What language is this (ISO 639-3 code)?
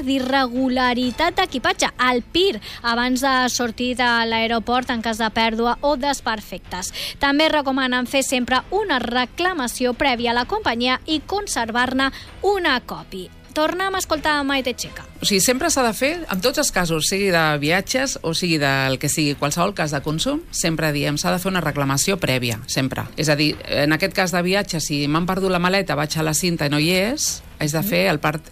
cat